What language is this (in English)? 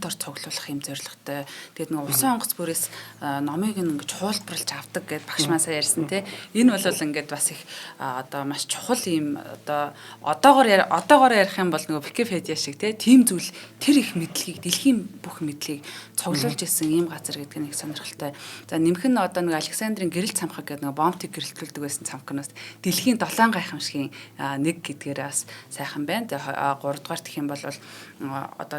Mongolian